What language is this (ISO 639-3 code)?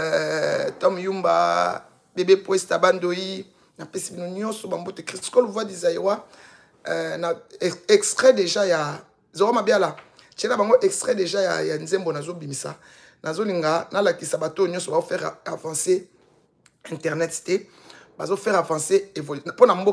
lin